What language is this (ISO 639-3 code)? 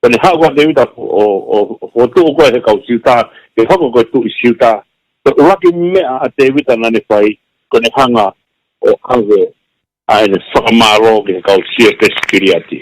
ton